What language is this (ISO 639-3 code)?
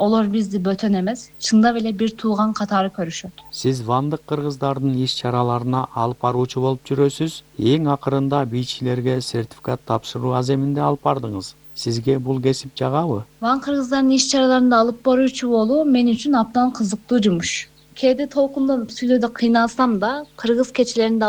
kir